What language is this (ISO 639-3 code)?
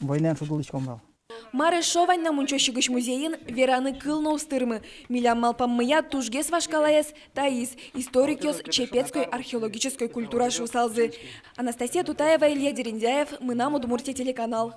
udm